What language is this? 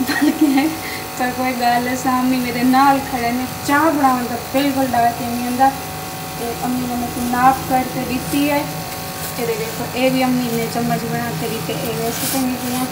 Saraiki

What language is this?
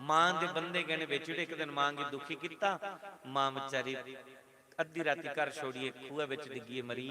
Dogri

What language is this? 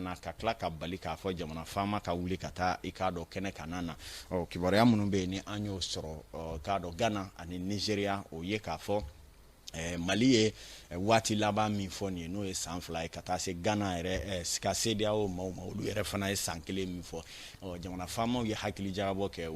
Bambara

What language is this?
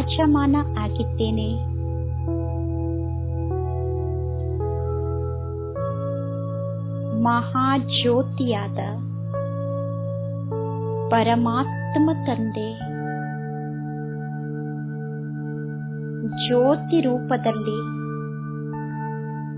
Kannada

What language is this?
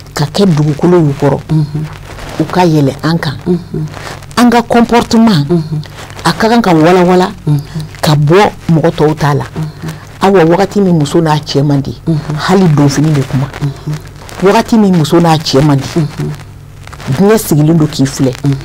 Bambara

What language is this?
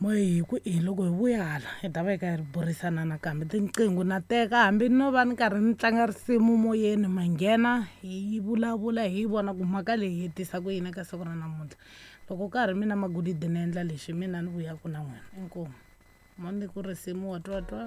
Tsonga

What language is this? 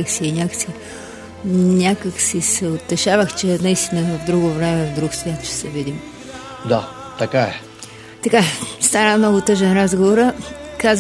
Bulgarian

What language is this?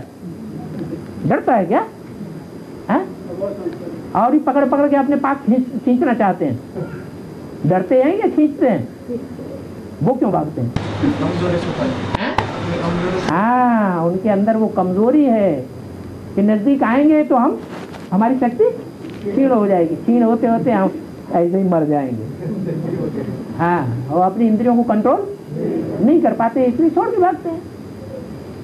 Hindi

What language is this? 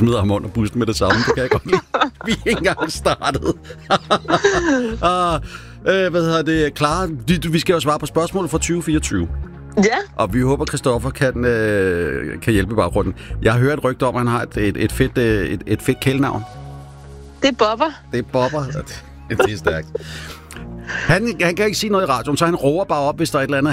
Danish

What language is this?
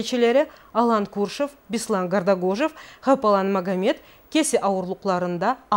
Karachay-Balkar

